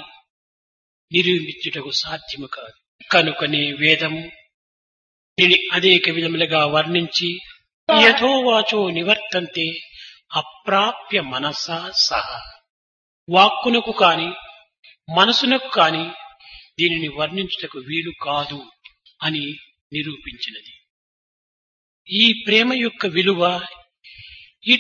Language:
Telugu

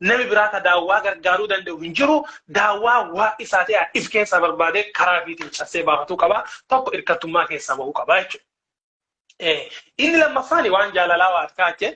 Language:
Oromo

